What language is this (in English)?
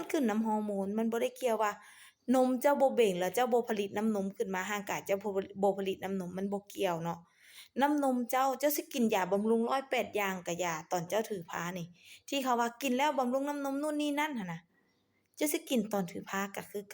Lao